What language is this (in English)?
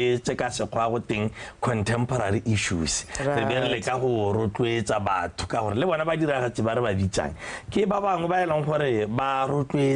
Tswana